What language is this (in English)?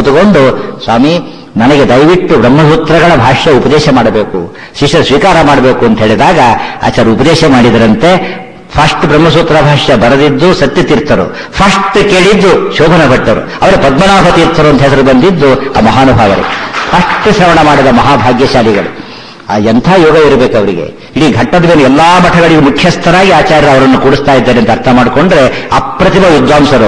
Kannada